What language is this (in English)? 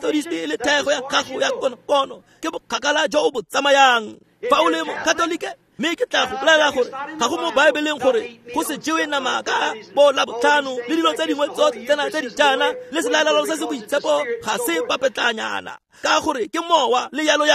Tswana